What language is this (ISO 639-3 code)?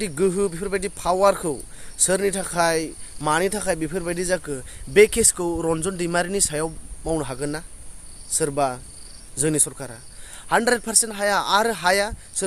brx